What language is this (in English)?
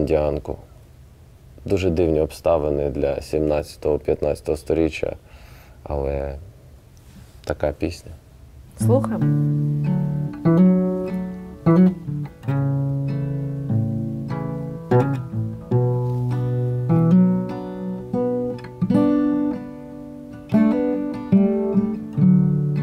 Ukrainian